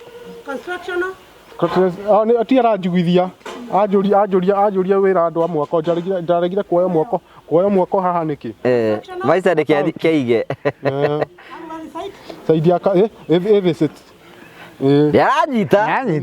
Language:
Kikuyu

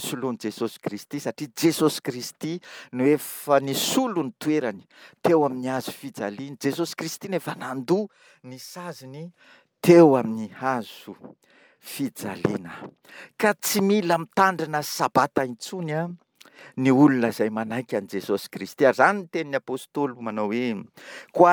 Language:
Malagasy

